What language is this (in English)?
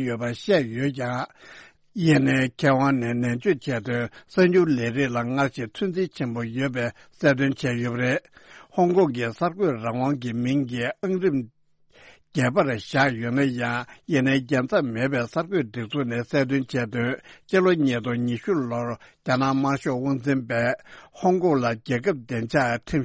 Tibetan